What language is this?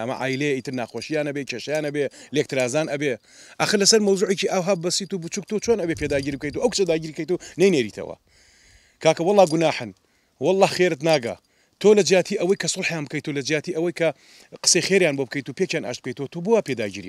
Central Kurdish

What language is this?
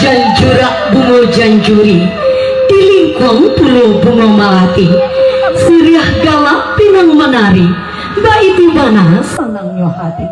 Minangkabau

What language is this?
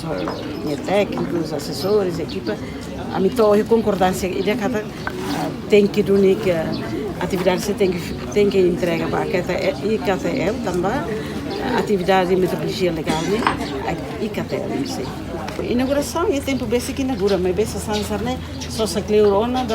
Tetum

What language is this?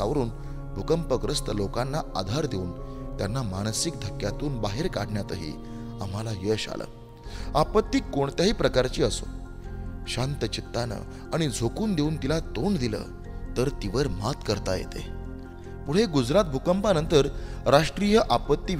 Marathi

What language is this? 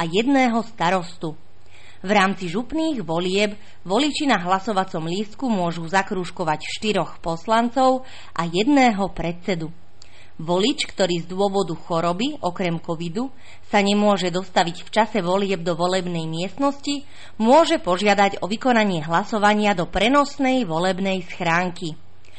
Slovak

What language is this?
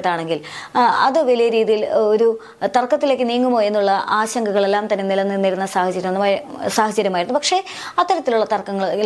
Malayalam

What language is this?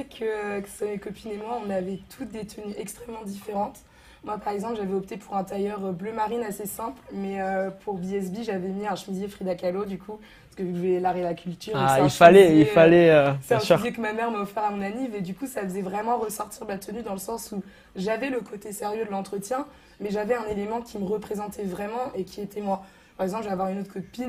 French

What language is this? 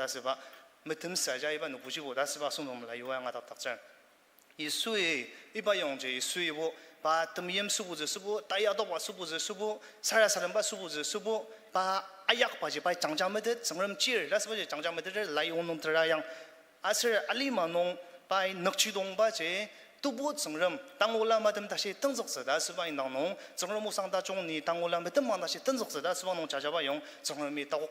Ao Naga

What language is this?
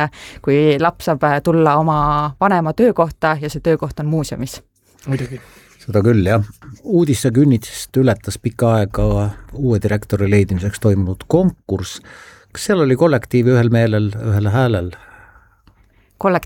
Estonian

